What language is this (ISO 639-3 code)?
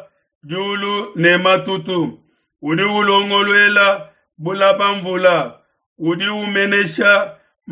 lua